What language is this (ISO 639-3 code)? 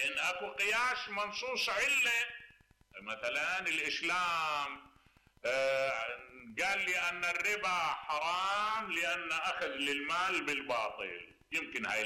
acm